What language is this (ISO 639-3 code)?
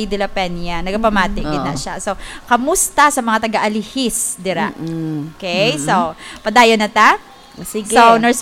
hil